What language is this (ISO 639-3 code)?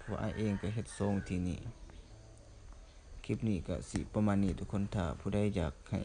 lao